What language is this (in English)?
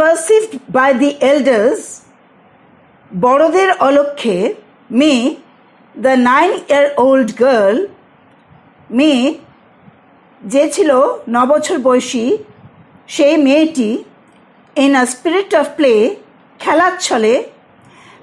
Bangla